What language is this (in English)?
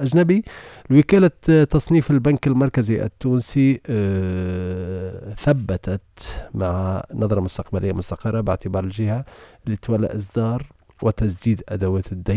Tunisian Arabic